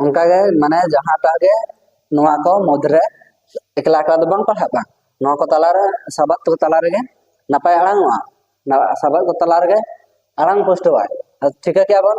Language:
Santali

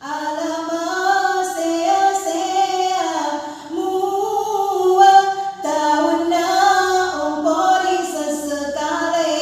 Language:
Buginese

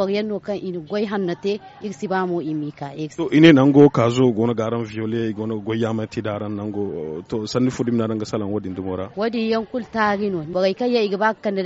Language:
Zarma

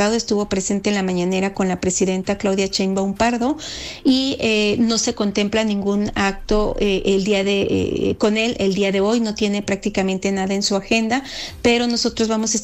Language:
Spanish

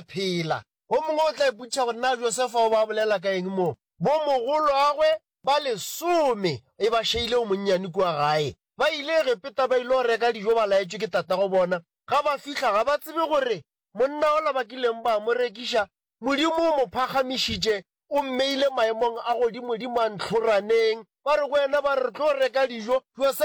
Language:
Northern Sotho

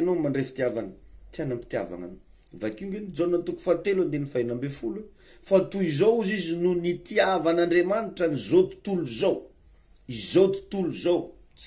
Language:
Malagasy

